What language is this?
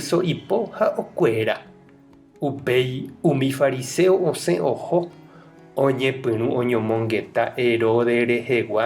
Guarani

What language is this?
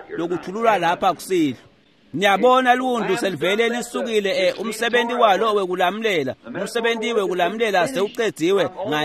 Swati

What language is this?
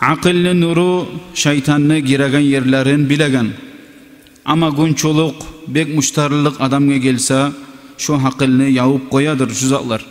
Kumyk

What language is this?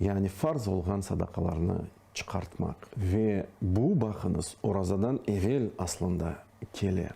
Crimean Tatar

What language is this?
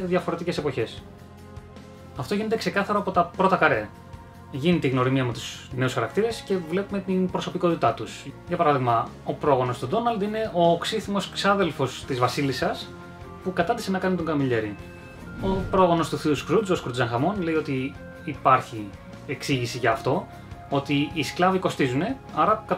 Greek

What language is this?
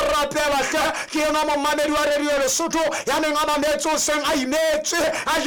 Southern Sotho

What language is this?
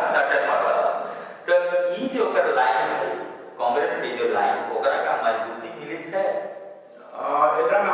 Magahi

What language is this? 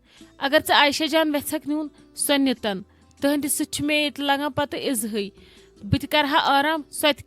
Kashmiri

